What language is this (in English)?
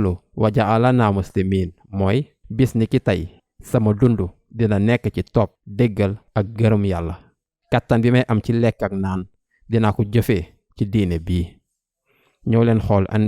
Wolof